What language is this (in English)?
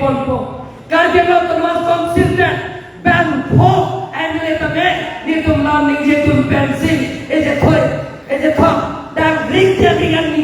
Karbi